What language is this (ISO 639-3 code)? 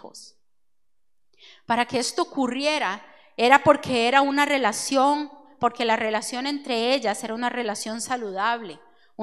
spa